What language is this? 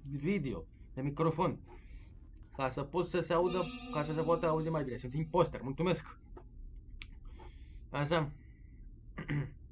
Romanian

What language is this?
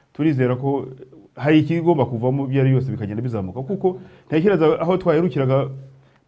Kinyarwanda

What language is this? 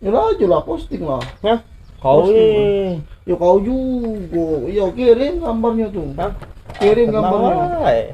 Musi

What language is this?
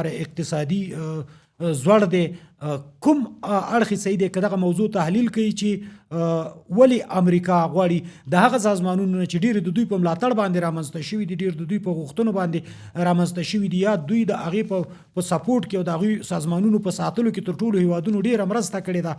Pashto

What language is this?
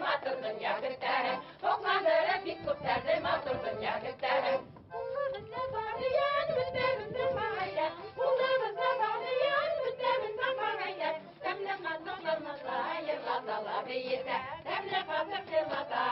Bashkir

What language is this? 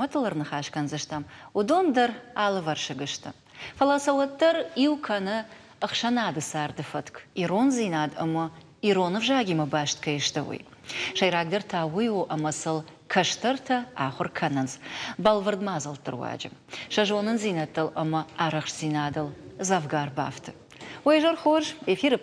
Ossetic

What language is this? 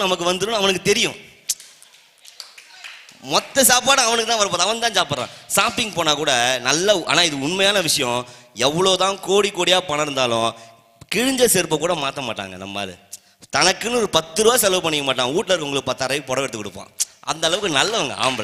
Tamil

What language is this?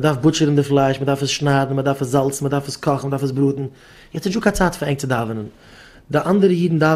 Yiddish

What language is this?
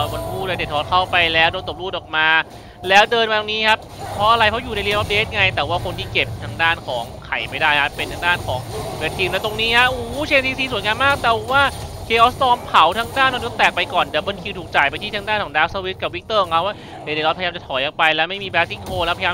Thai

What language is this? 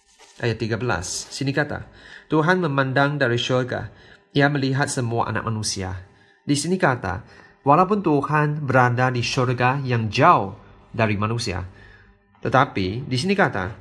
Malay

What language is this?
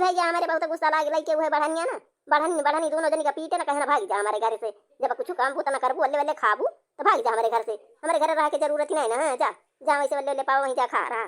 Awadhi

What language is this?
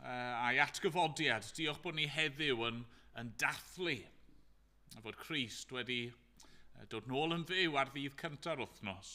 Welsh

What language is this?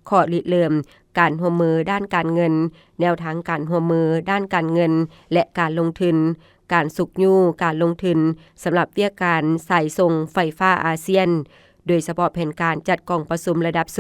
Lao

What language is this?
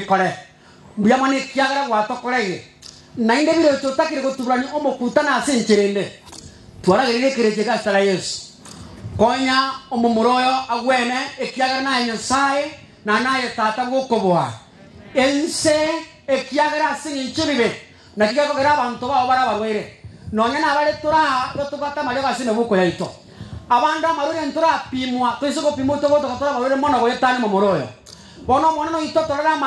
Gusii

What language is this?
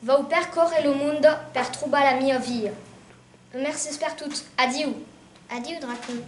Occitan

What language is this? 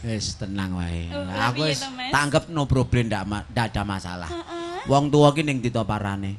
Javanese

